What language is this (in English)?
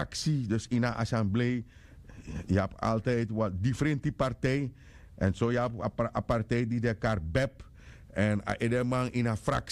Sranan Tongo